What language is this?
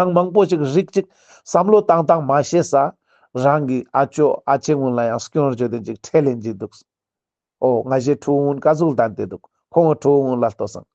Ladakhi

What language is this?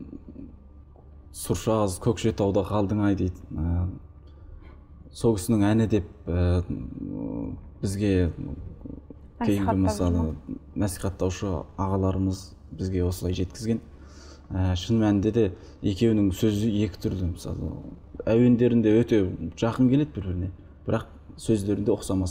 Kazakh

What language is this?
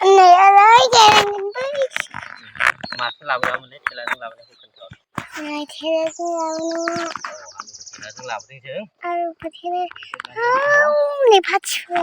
Bodo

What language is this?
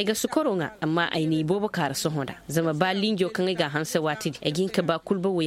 Koyraboro Senni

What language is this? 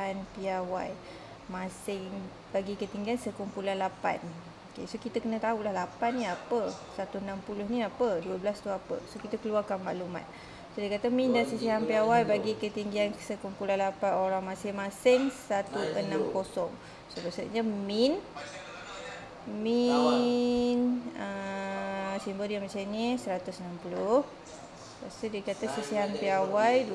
Malay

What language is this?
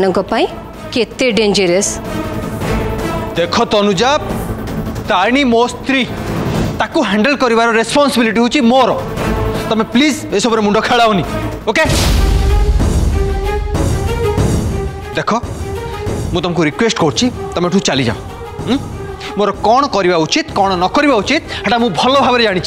Odia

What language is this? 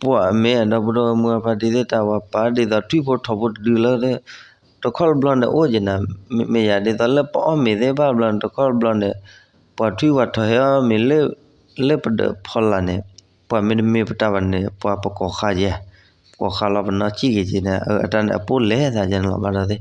S'gaw Karen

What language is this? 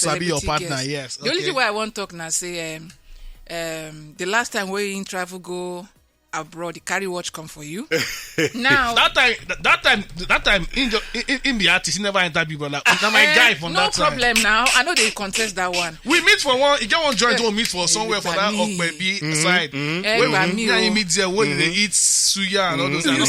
Nigerian Pidgin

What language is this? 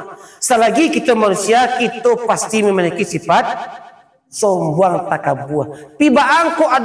Minangkabau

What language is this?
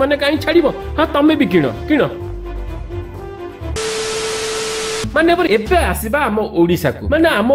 Odia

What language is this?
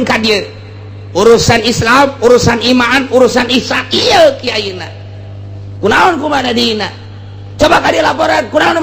Sundanese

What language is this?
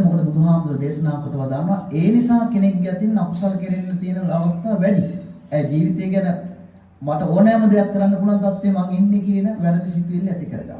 Sinhala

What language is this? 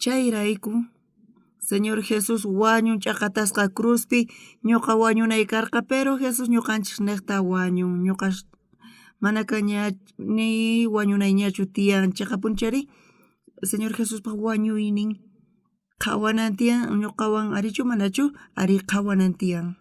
South Bolivian Quechua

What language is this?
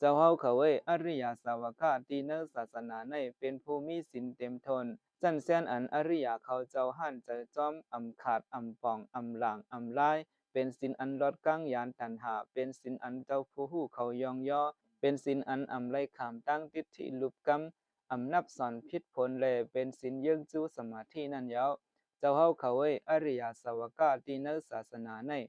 Shan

